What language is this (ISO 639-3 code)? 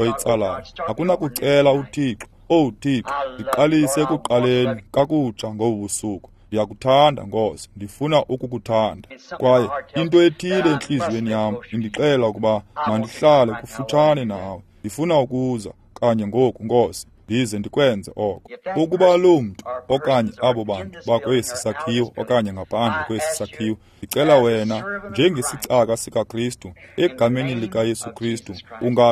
xho